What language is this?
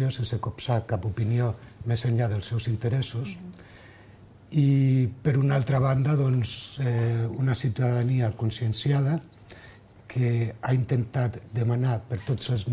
Catalan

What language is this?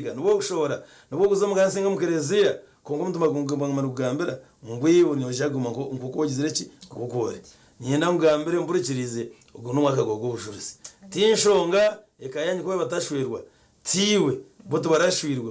Nyankole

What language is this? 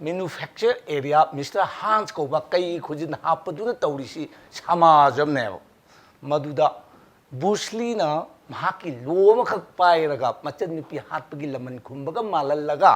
Manipuri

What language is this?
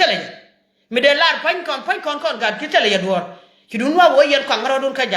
Nuer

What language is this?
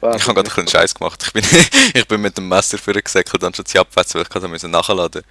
Swiss German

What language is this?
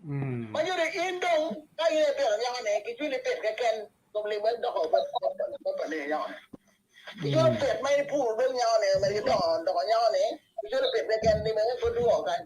Acoli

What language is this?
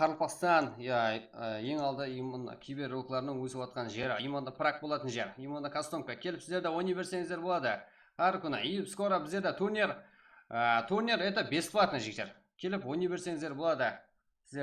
Kara-Kalpak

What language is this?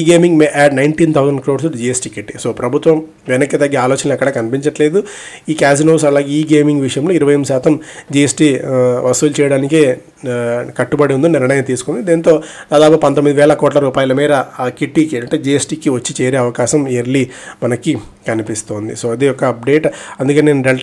Telugu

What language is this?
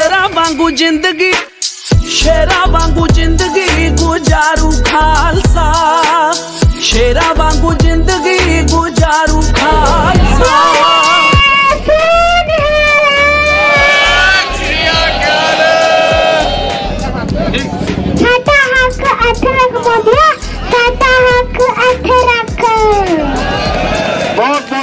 Punjabi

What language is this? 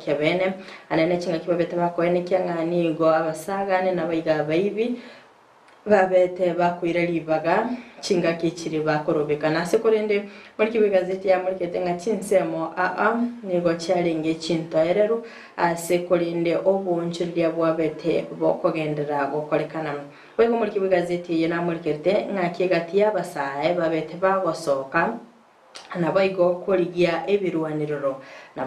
Gusii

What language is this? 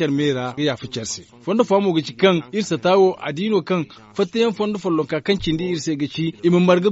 Zarma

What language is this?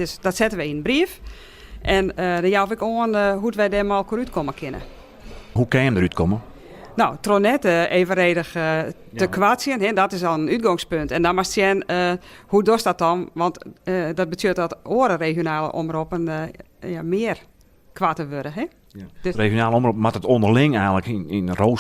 Western Frisian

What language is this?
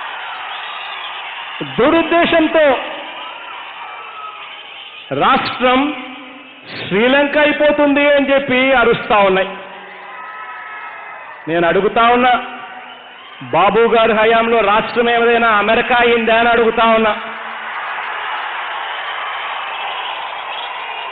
Telugu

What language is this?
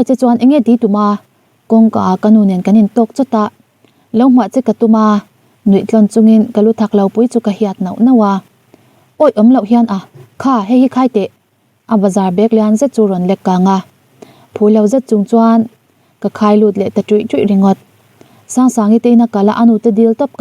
Mizo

